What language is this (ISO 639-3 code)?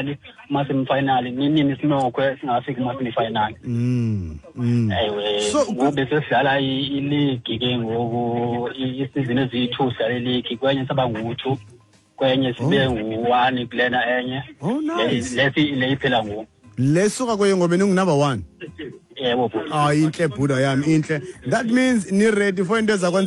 xho